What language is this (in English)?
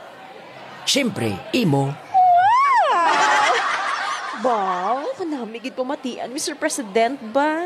Hiligaynon